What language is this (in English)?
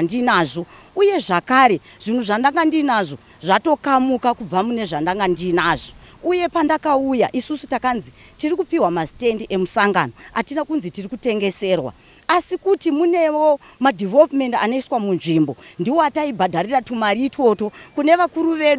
Shona